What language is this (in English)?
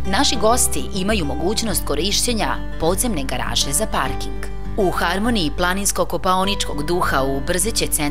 Serbian